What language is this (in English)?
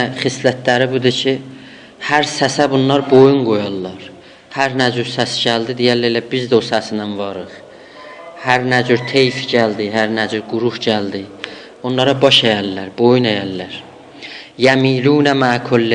South Azerbaijani